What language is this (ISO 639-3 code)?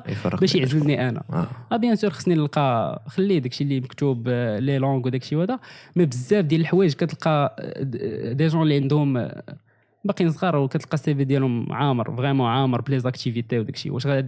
ary